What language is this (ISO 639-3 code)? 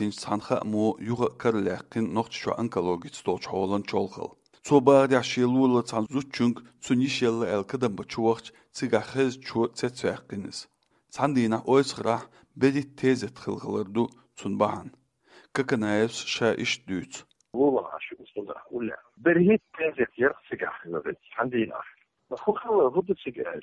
che